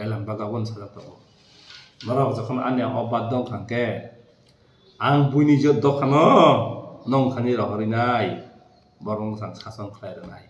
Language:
Kok Borok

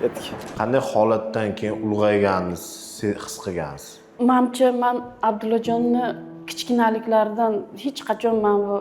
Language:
Uzbek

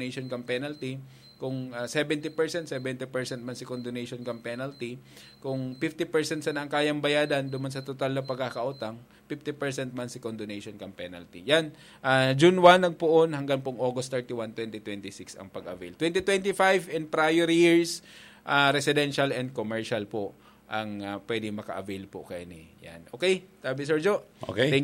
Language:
Bikol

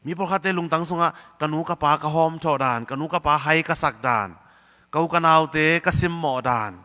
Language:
Tedim Chin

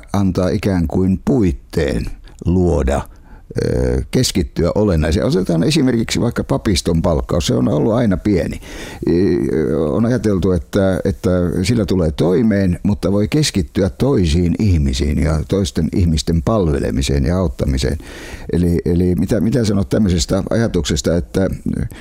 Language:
Finnish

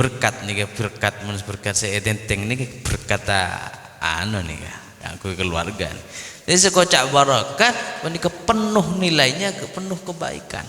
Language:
Madurese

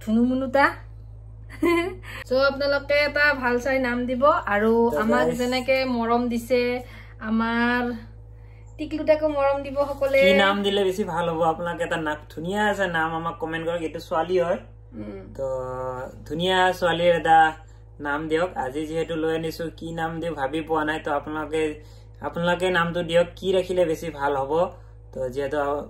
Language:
Assamese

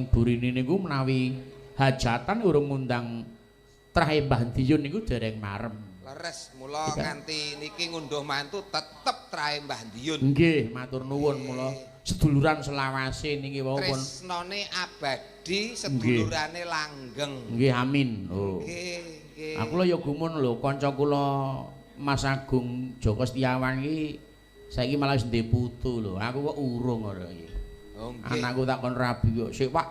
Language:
Javanese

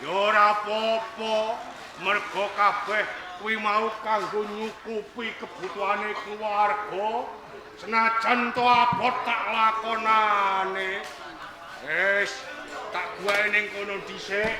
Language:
Javanese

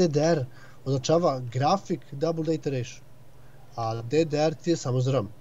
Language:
Serbian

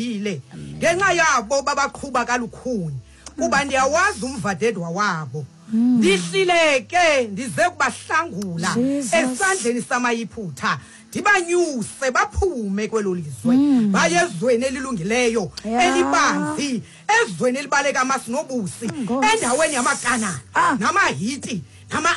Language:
Xhosa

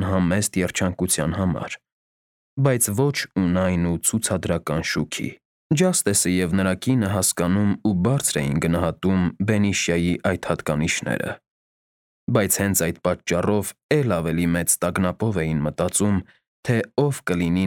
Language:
Armenian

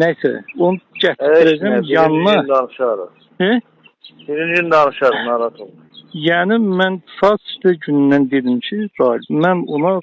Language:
Azerbaijani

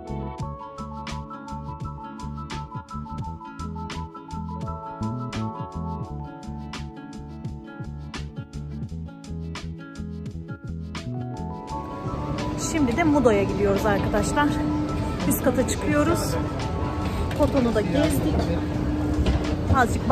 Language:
Turkish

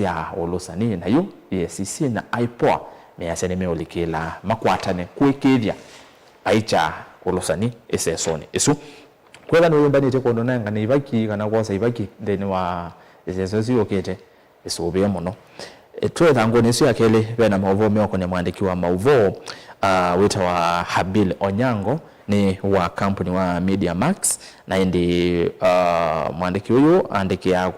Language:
Kamba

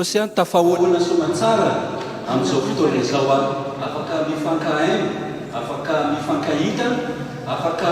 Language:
Malagasy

